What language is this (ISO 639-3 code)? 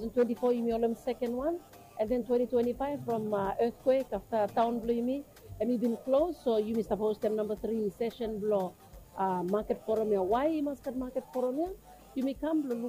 bis